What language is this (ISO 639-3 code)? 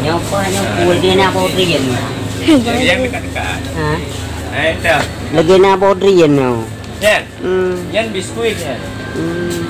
ace